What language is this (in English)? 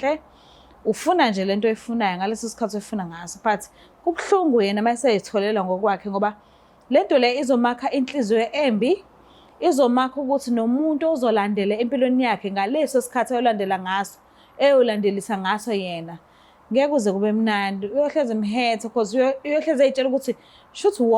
Zulu